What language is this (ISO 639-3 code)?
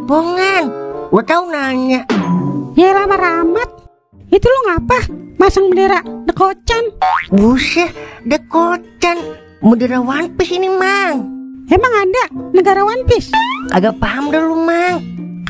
bew